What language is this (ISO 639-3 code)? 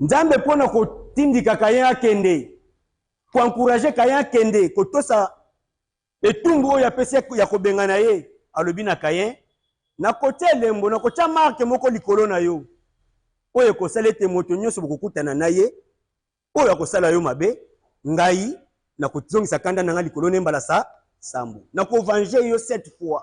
lin